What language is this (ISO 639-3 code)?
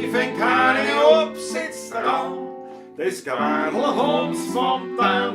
bar